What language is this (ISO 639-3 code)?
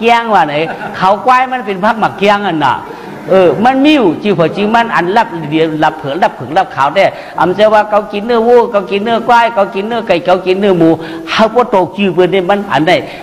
shn